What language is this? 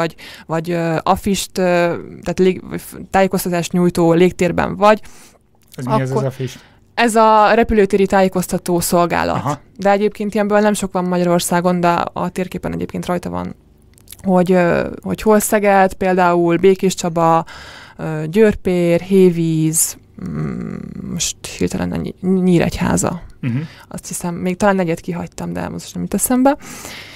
Hungarian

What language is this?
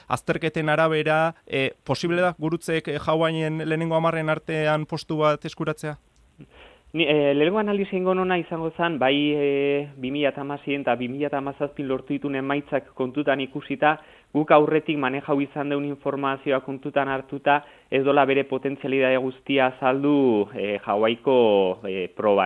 Basque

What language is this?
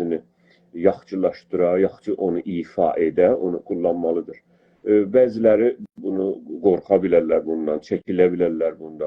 South Azerbaijani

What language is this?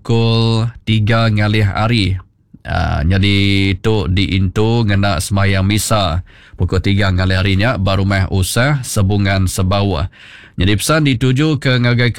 Iban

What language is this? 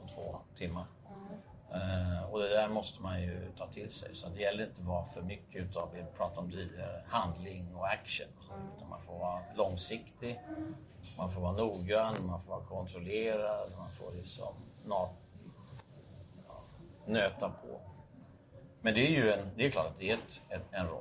Swedish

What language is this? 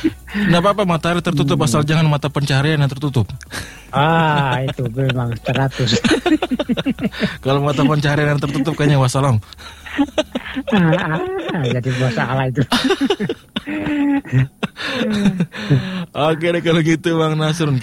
Indonesian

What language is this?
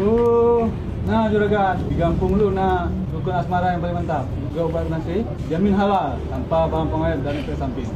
Achinese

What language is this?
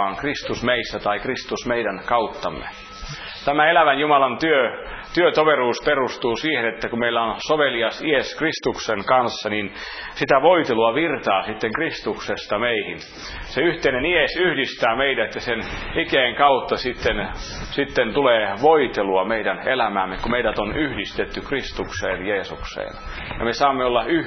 Finnish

